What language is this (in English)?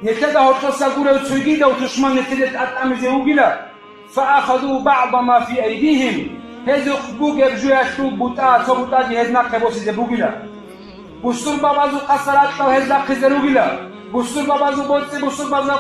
Avaric